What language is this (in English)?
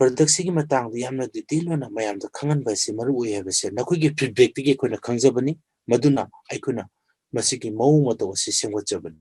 Manipuri